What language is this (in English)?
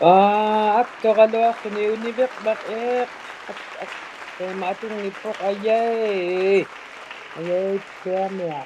Inuktitut